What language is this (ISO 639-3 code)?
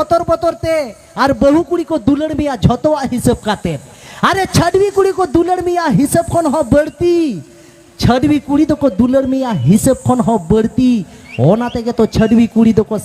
sat